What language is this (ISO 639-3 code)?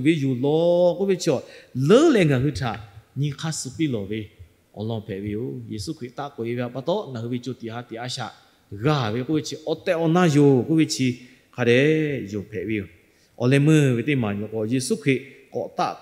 lhu